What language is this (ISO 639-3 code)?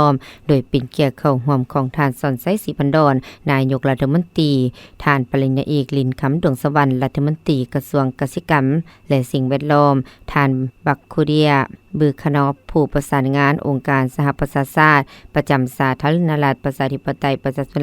lao